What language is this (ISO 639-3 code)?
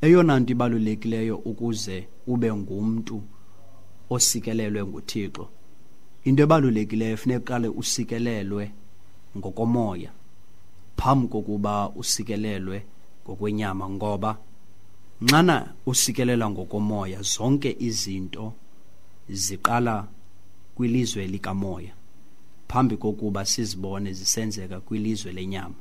xho